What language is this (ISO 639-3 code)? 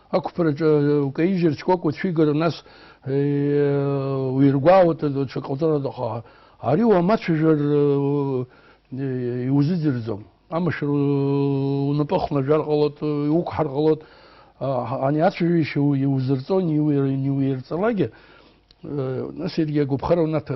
abk